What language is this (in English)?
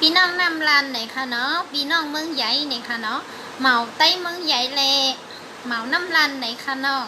Shan